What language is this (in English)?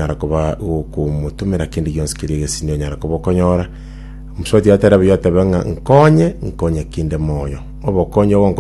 Gusii